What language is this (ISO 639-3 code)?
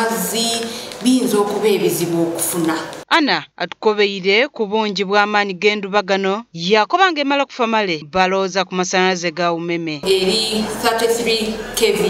xog